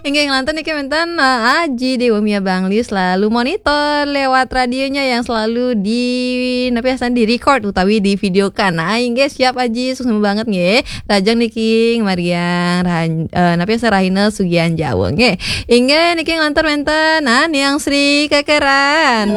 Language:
Balinese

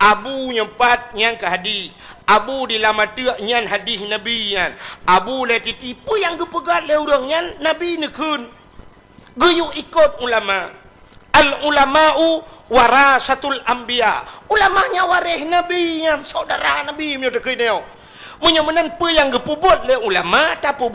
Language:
Achinese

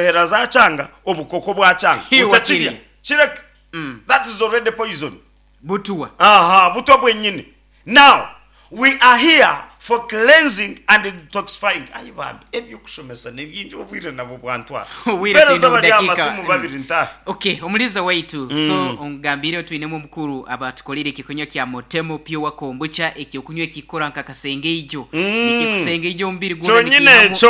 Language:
Nyankole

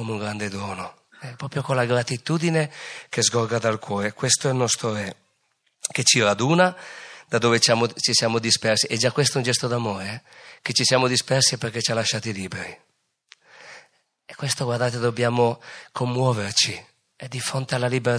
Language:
Italian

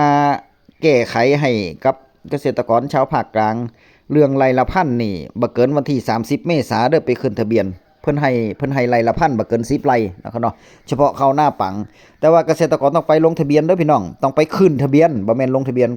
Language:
Northeastern Thai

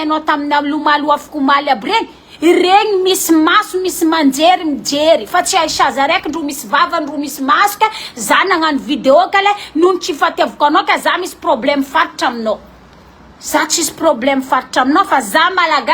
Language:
Malagasy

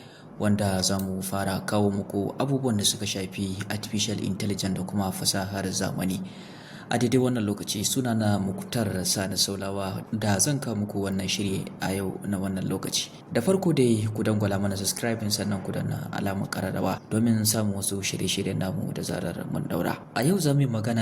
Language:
Hausa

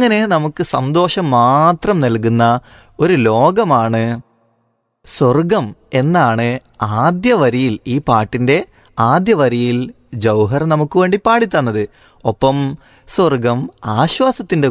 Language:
Malayalam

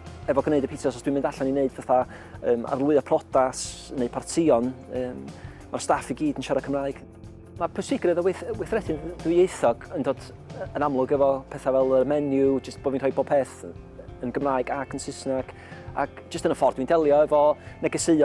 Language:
Welsh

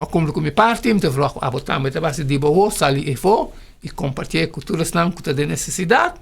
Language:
Papiamento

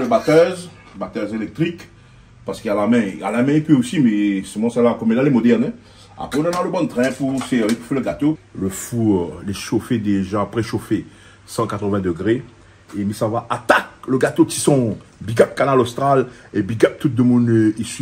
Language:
Réunion Creole French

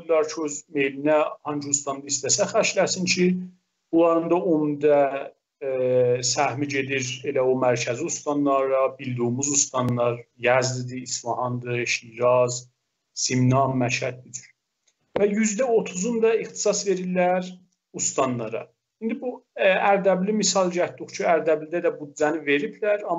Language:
South Azerbaijani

